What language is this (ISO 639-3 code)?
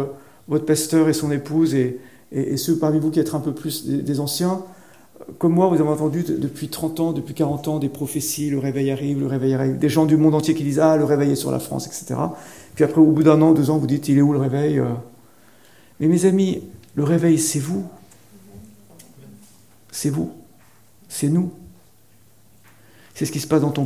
fra